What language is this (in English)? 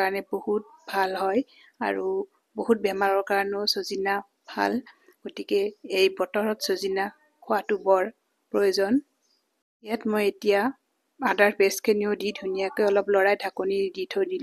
Assamese